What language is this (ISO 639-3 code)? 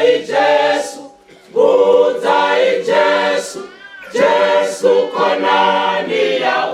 ven